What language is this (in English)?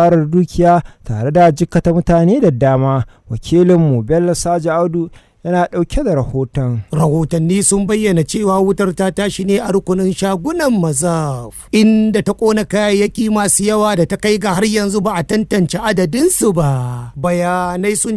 Hausa